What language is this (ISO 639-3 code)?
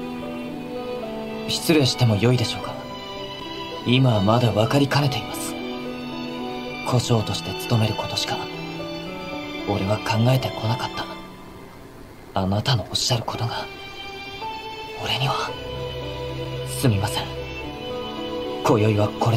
jpn